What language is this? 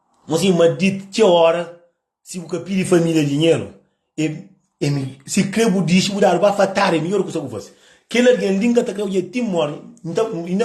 Kabuverdianu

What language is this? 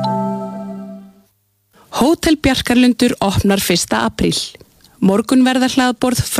Icelandic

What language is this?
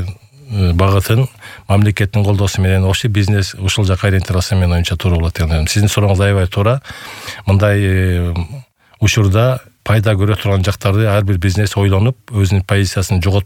Kyrgyz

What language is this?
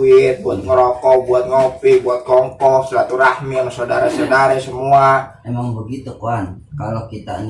Betawi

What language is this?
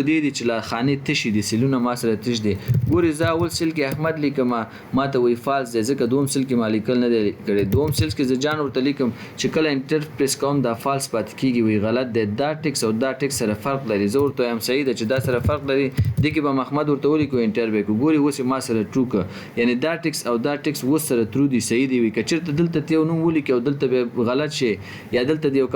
Pashto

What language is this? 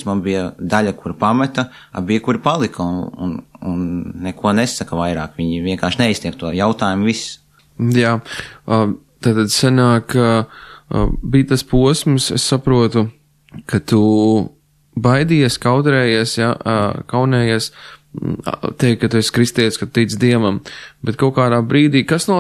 Latvian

